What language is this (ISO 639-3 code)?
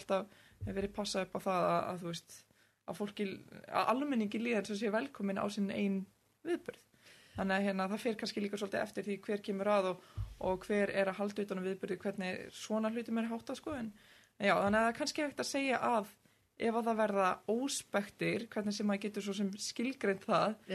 isl